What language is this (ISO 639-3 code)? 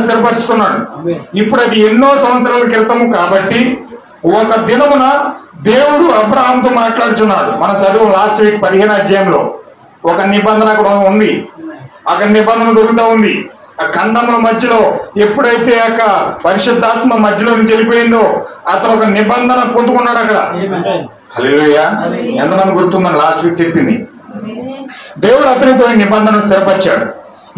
tel